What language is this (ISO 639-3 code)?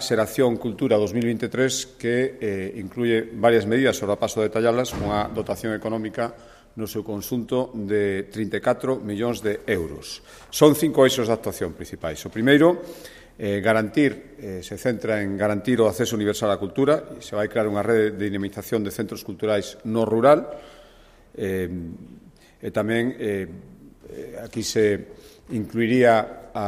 glg